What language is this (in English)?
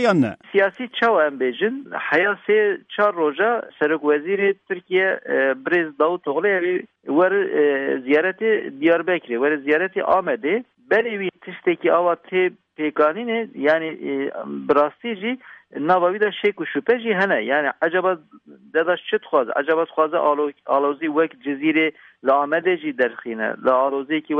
Kurdish